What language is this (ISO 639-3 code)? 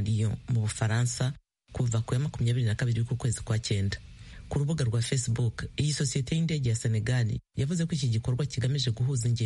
kin